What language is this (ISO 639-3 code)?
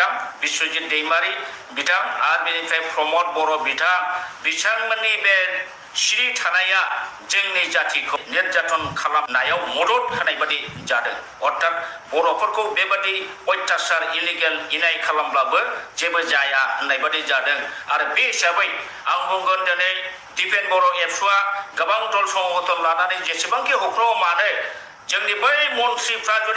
brx